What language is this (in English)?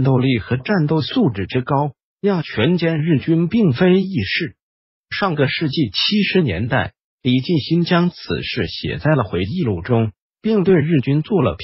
Chinese